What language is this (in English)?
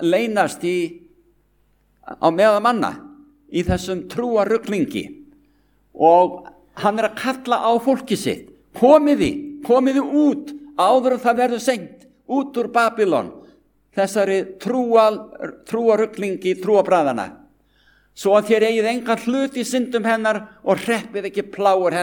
Icelandic